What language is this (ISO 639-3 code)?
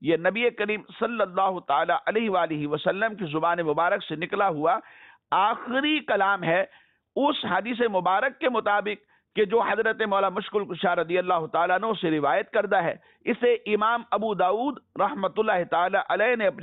urd